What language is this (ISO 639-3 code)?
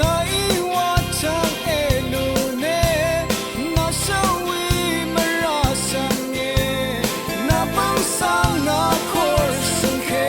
raw